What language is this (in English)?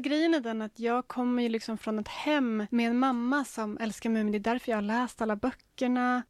Swedish